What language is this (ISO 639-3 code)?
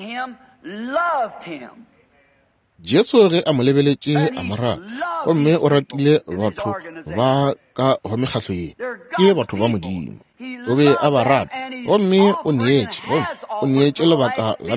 nso